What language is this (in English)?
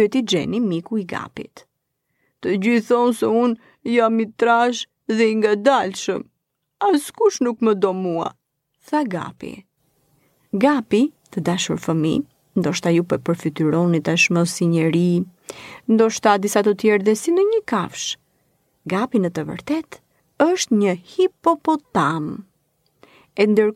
Albanian